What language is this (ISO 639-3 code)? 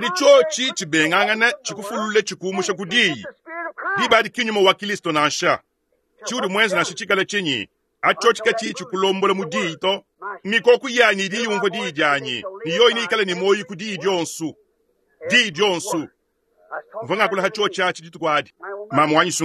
lua